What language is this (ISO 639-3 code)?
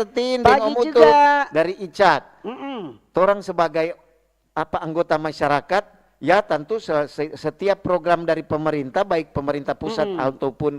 xmm